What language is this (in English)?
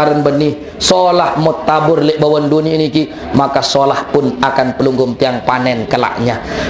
Sasak